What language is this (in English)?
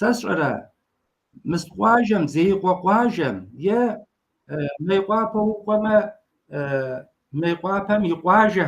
Kabardian